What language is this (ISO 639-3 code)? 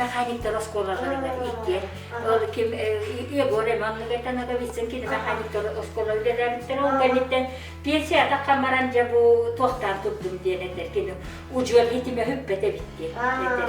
sah